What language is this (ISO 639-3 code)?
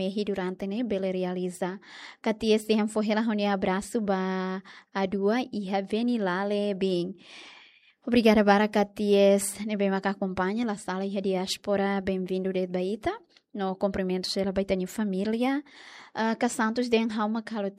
tet